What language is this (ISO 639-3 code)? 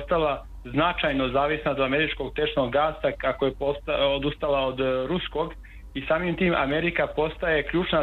srp